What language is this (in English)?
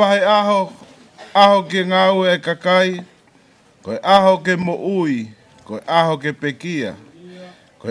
Tongan